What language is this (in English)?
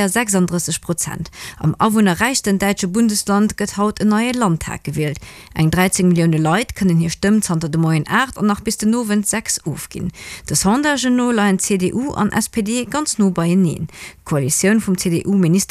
Luxembourgish